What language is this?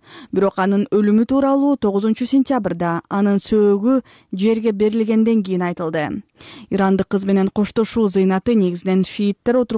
Kyrgyz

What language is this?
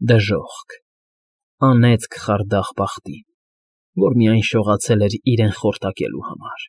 Armenian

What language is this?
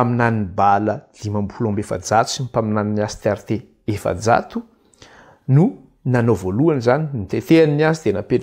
Malagasy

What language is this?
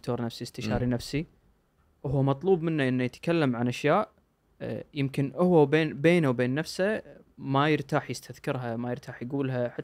Gulf Arabic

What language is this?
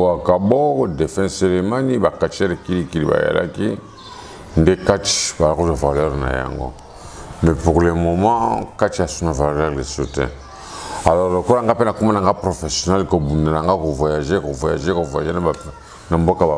Lingala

